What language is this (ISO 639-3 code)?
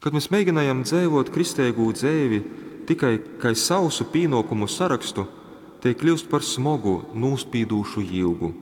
ltg